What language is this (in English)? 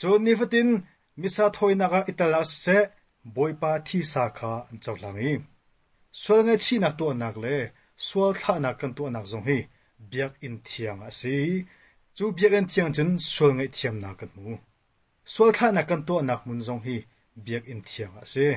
Hakha Chin